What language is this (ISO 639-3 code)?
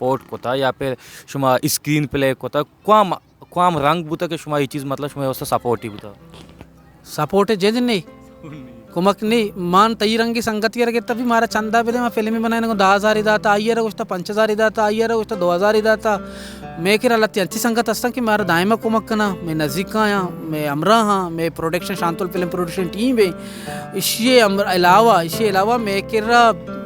bal